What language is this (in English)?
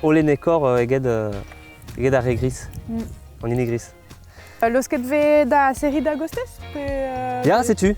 Breton